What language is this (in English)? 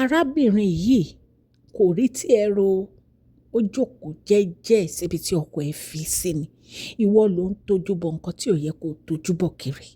Yoruba